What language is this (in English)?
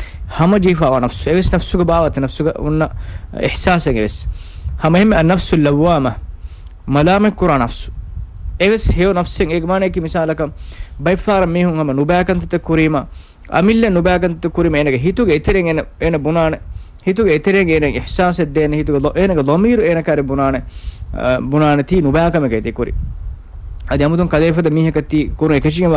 Divehi